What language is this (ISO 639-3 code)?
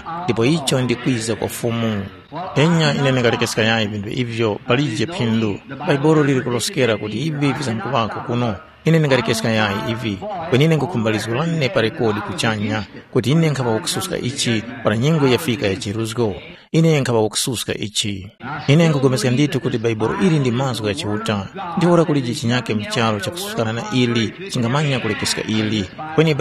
tum